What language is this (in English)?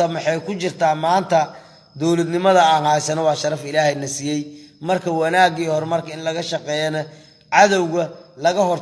Somali